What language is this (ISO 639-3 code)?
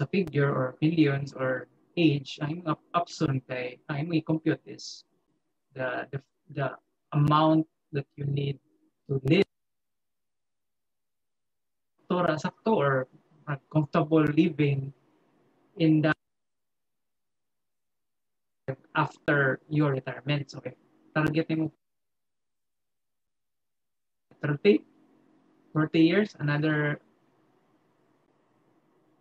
ceb